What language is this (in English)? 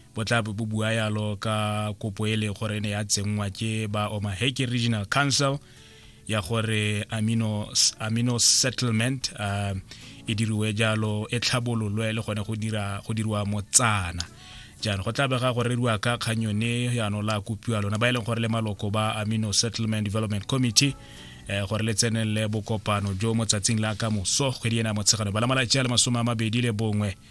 Tswana